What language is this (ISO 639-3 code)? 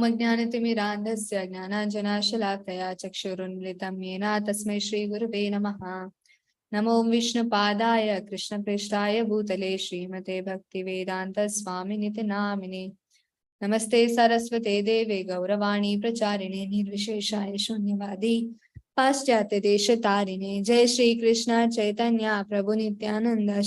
tcy